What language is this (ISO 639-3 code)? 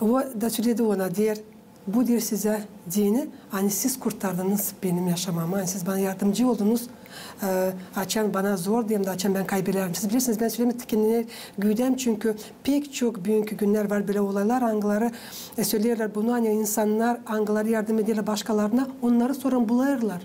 gag